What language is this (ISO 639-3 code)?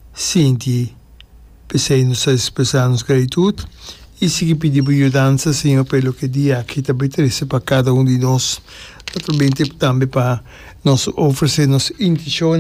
pap